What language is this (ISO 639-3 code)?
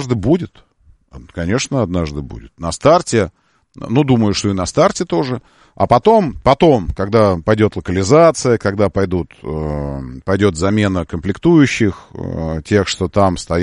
rus